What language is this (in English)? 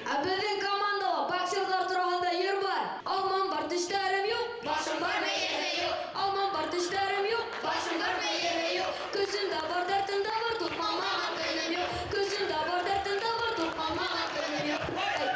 Bashkir